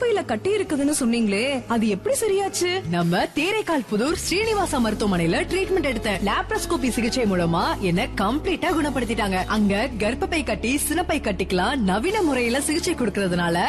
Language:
Tamil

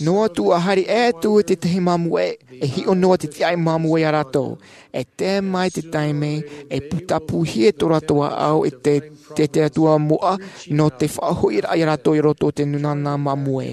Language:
Tahitian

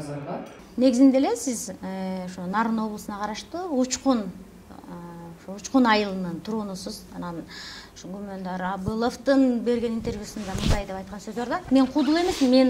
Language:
Kyrgyz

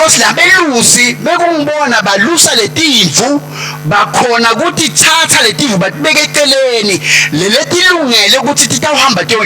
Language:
Swati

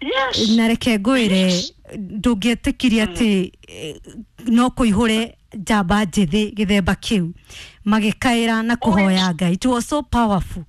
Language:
Kikuyu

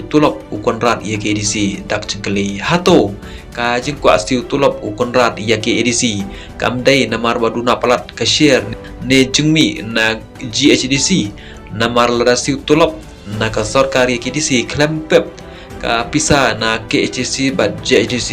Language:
Khasi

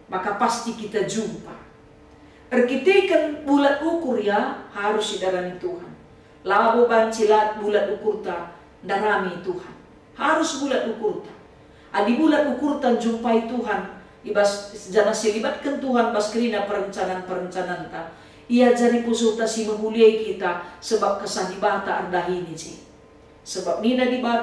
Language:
Batak Karo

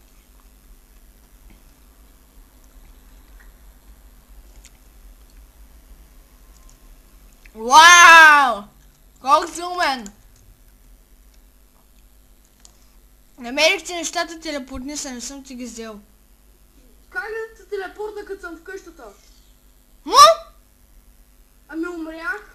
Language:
Bulgarian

